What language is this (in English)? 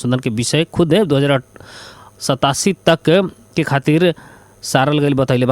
Bhojpuri